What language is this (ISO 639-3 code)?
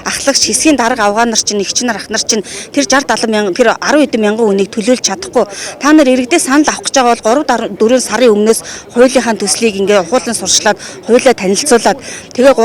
mon